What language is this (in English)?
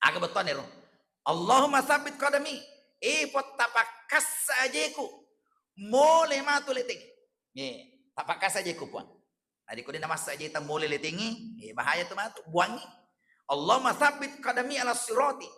Buginese